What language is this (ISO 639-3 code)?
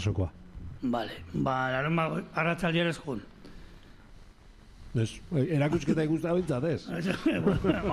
eus